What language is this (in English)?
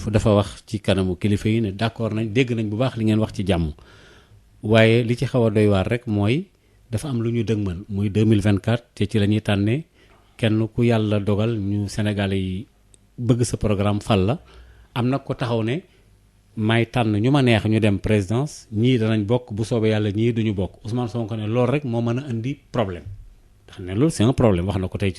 Wolof